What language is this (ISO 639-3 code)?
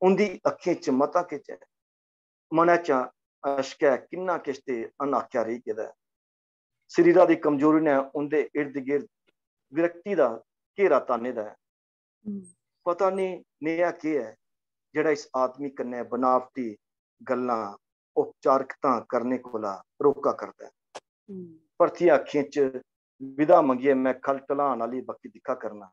doi